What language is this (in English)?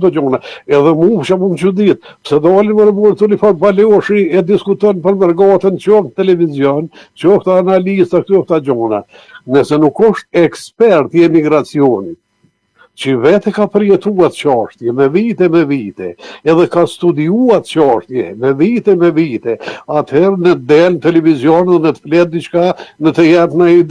Albanian